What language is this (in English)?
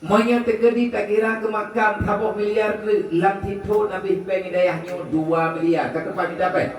Achinese